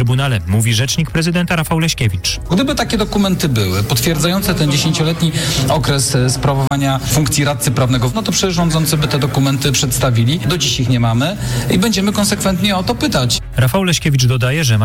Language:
Polish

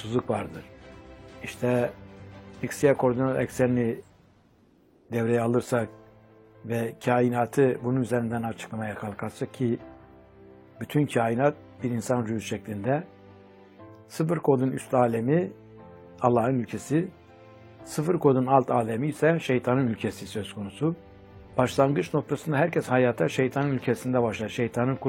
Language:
Turkish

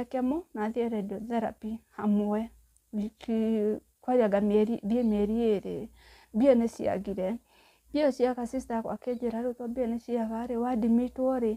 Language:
Kikuyu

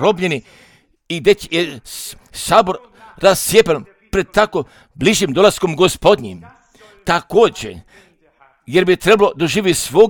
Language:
Croatian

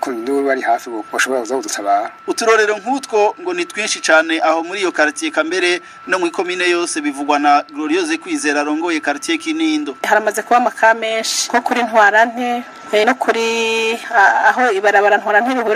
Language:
Rundi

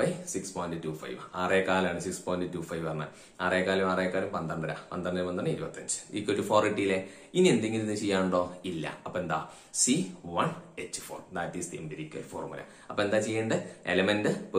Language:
Malayalam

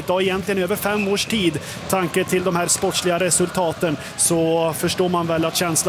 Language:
Swedish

